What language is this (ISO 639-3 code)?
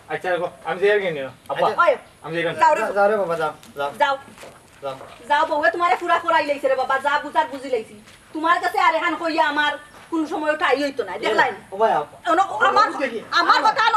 syl